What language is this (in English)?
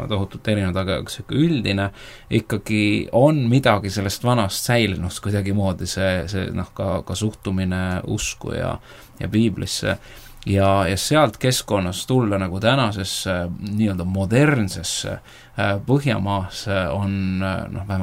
Estonian